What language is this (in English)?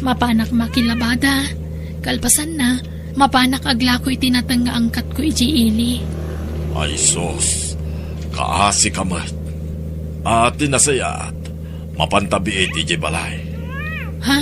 Iloko